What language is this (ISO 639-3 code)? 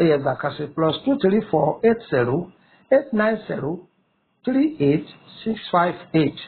yor